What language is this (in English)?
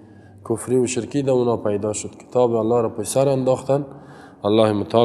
Persian